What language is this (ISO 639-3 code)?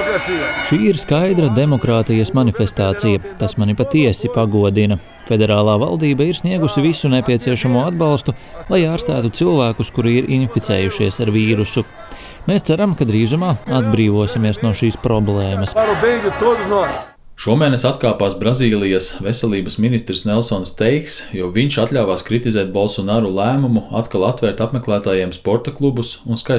lav